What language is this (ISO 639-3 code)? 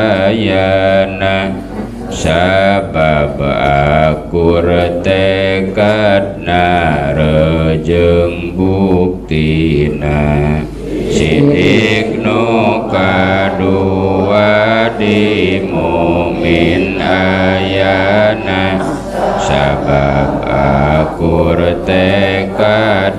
sun